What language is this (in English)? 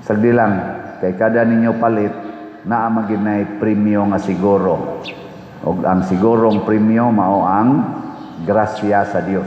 Cebuano